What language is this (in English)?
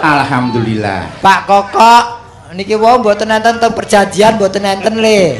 Javanese